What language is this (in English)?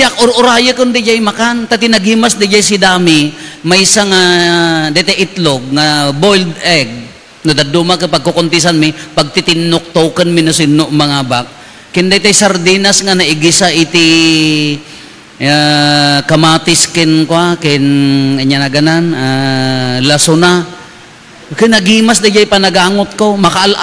Iloko